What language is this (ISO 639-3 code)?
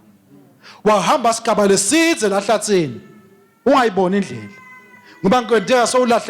ssw